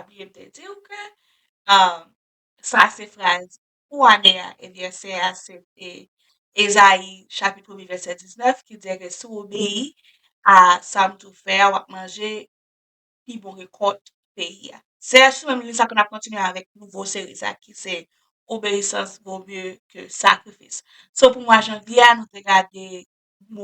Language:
Haitian Creole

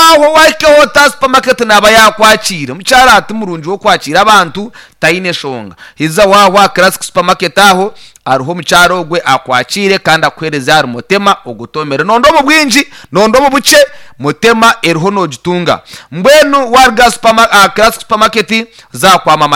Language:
Nyankole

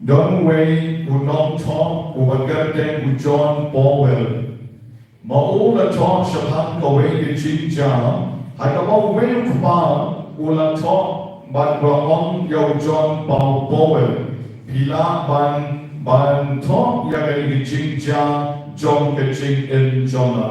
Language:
Khasi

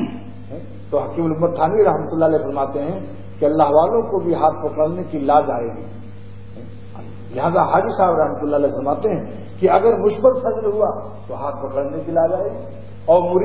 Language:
Urdu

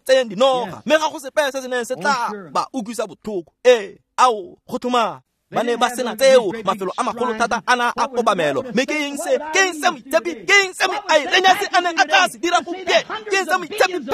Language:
Tswana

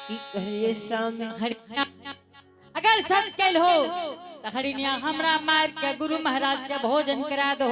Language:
Angika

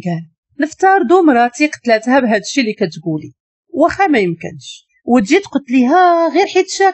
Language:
Moroccan Arabic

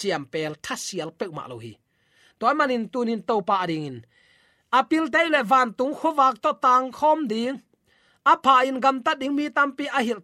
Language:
Tedim Chin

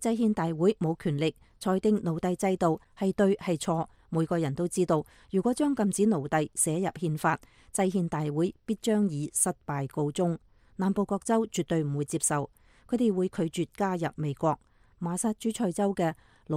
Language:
Cantonese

